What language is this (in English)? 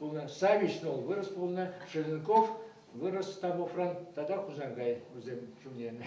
Chuvash